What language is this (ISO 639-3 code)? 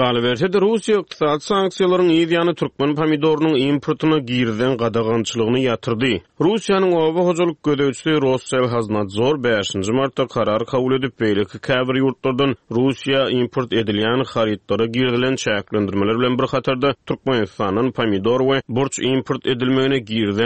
tuk